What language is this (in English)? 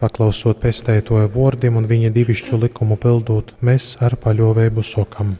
Latgalian